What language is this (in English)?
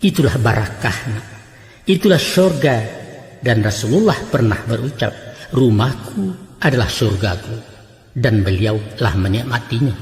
Minangkabau